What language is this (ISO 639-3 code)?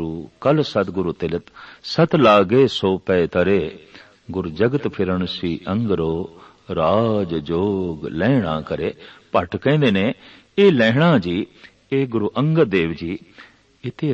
pan